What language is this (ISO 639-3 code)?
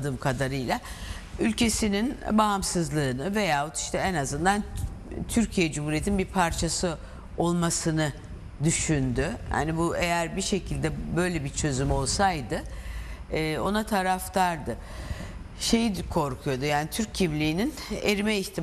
tur